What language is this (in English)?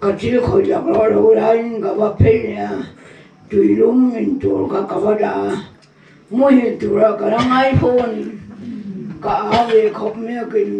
Mizo